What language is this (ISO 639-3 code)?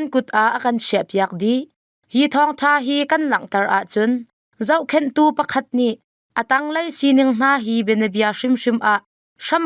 cnh